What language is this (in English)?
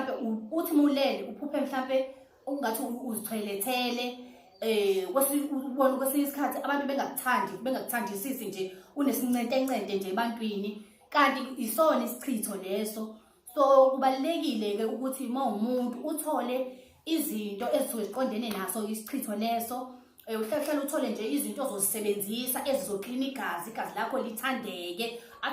Zulu